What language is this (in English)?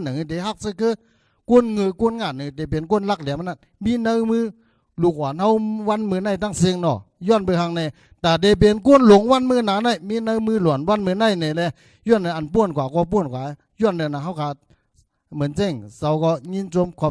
Shan